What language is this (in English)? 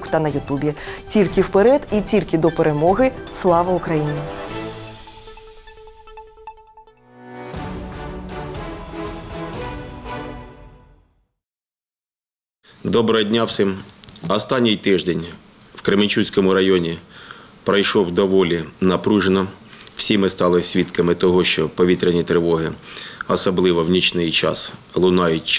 Ukrainian